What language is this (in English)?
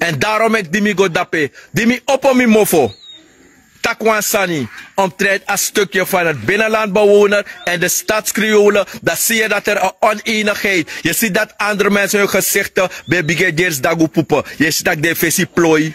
Sranan Tongo